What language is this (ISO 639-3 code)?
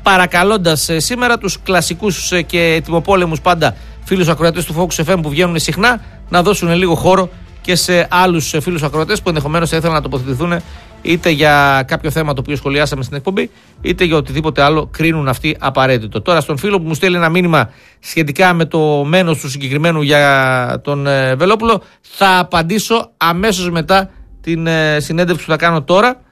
ell